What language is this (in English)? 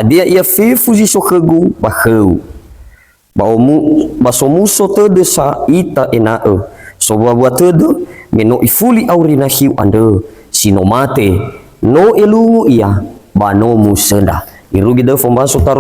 Nias